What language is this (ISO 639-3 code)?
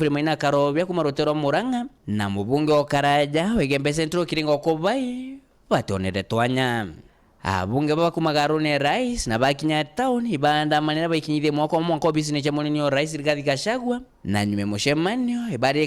mer